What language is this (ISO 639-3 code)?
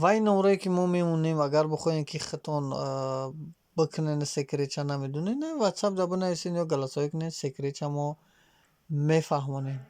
tgk